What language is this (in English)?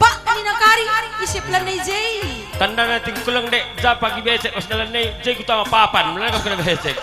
Batak Karo